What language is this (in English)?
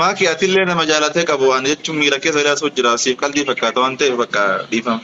Oromo